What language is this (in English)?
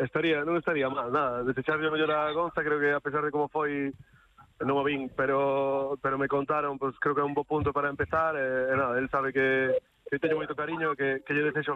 Galician